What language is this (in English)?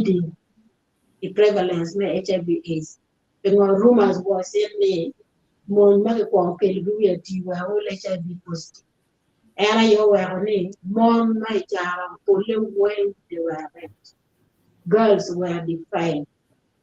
Acoli